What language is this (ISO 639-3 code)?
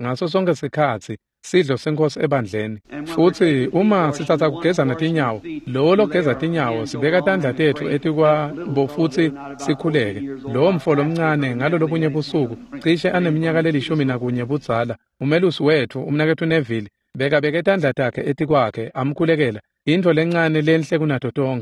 ssw